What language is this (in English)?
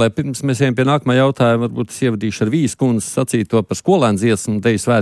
Latvian